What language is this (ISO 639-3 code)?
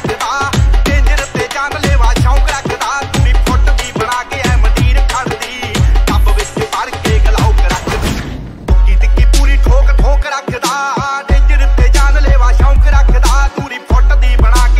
pan